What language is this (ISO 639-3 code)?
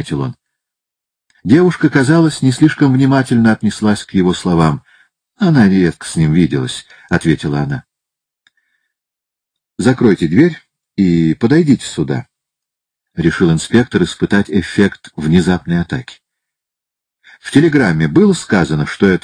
rus